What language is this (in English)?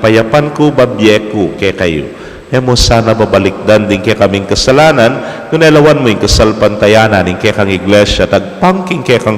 Pampanga